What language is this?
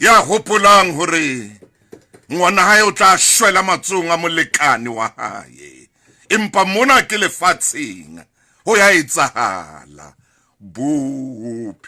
Southern Sotho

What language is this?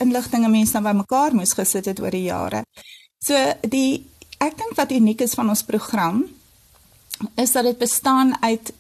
Afrikaans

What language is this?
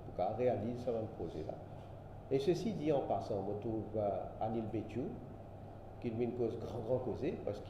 Morisyen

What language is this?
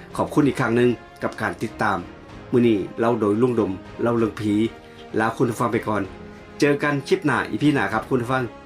Northeastern Thai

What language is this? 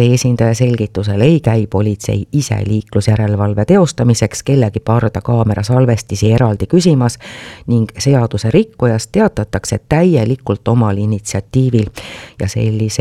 Estonian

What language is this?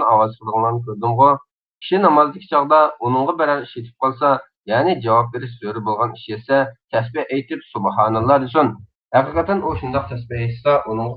Uyghur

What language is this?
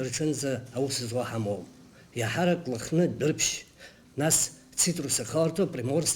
Abkhazian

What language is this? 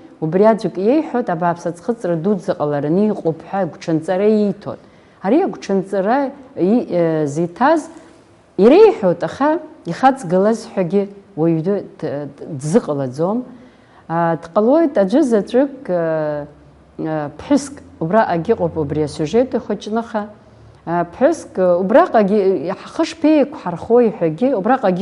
Abkhazian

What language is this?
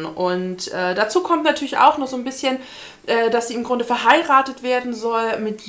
German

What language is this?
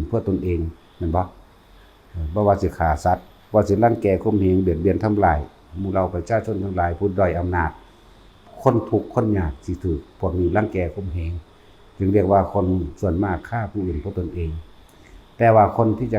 Northeastern Thai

